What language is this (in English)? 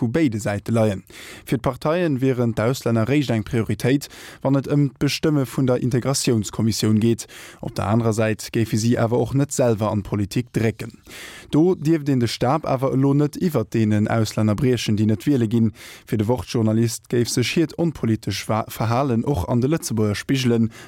Luxembourgish